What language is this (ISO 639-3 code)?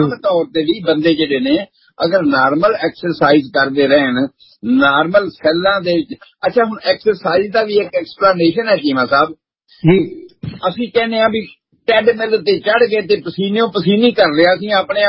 pan